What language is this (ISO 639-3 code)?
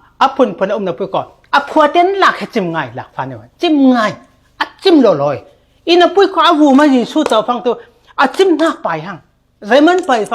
cfm